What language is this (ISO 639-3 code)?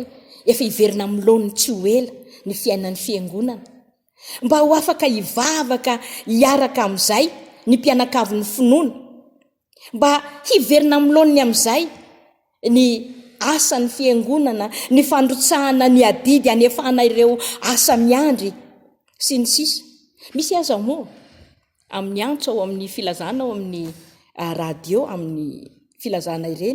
mlg